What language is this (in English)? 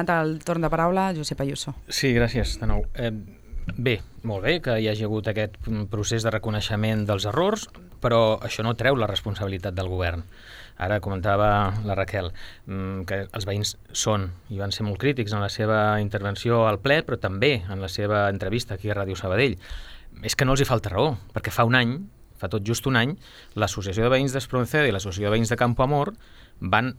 Catalan